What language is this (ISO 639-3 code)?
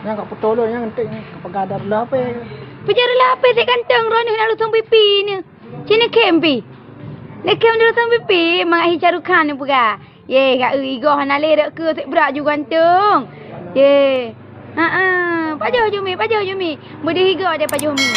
ace